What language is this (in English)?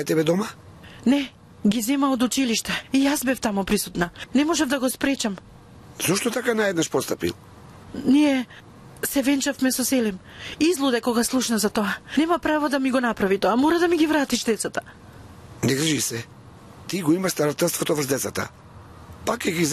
Macedonian